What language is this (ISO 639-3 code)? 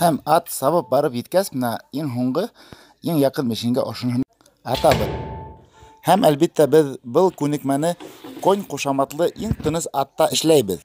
bak